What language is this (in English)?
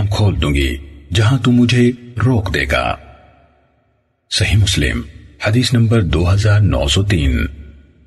Urdu